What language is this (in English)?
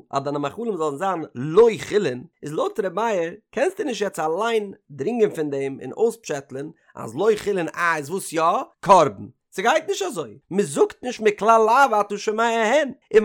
Yiddish